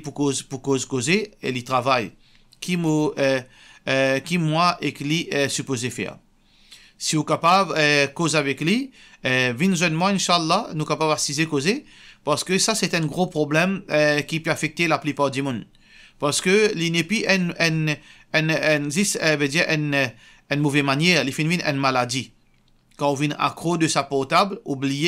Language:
Morisyen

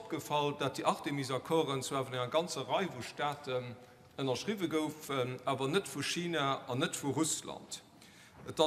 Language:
Luxembourgish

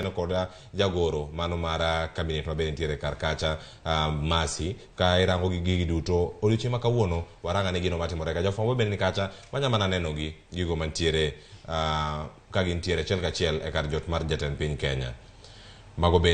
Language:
Luo (Kenya and Tanzania)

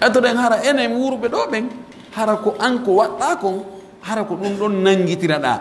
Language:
Pular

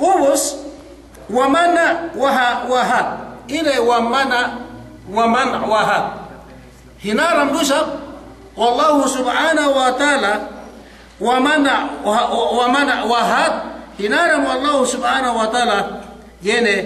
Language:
Yakan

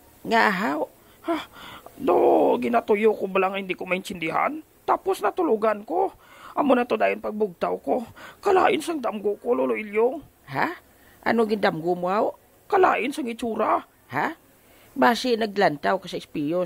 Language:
Hiligaynon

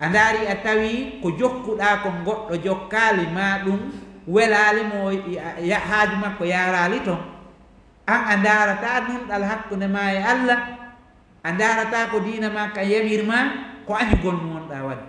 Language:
Fula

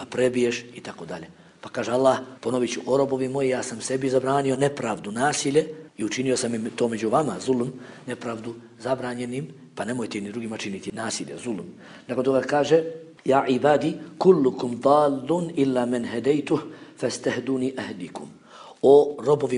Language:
Bosnian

